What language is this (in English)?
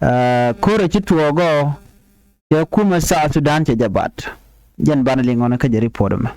Nuer